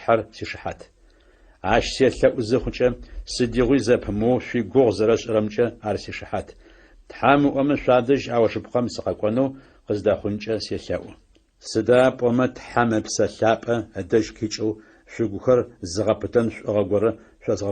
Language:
Adyghe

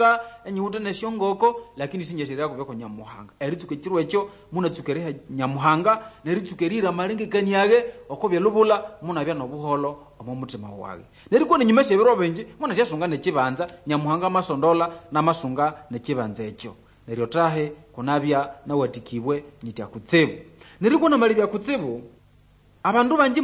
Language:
Nande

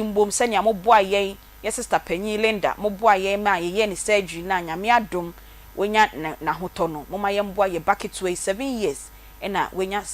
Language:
Akan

